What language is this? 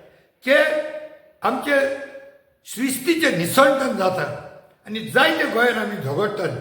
Konkani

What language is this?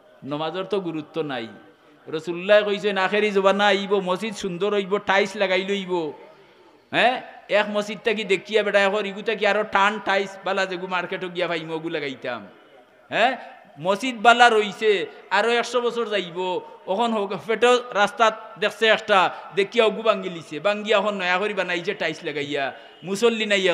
Sylheti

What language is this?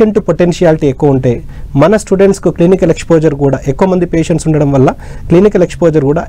Telugu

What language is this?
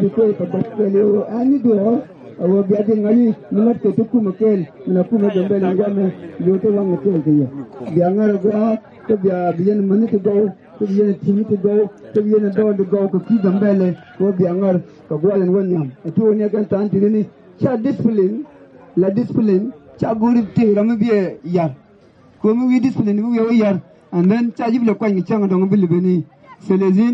Nuer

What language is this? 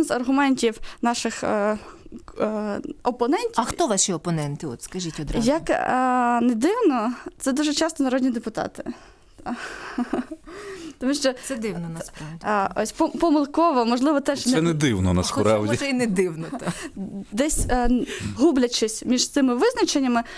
Ukrainian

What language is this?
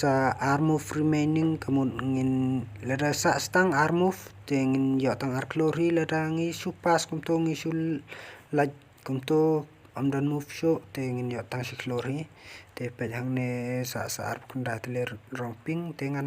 Khasi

